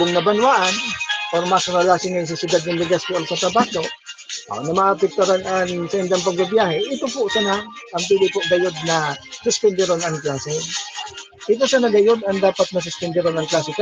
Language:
Bikol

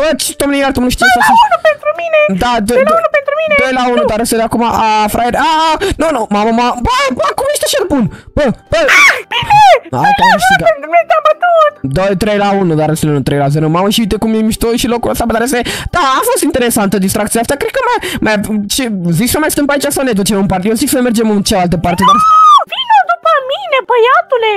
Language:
Romanian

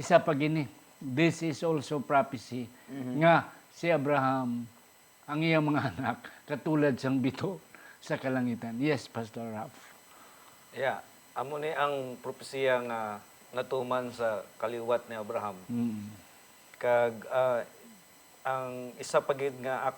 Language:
Hiligaynon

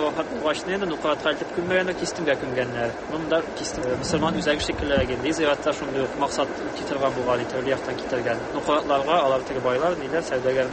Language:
Tatar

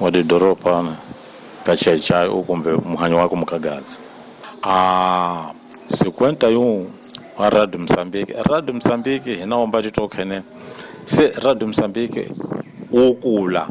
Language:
Tsonga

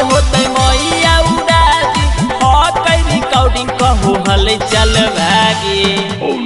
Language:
Magahi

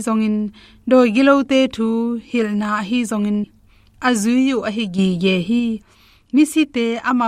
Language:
Tedim Chin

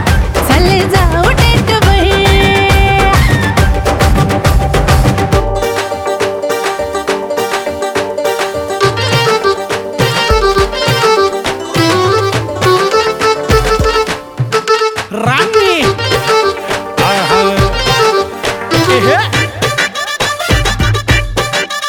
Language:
Marathi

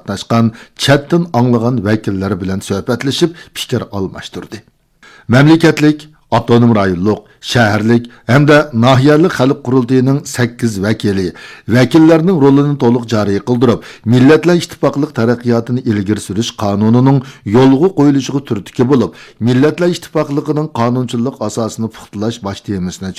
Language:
Uyghur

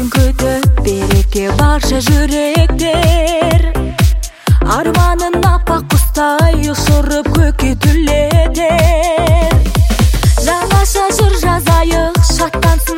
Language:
Kazakh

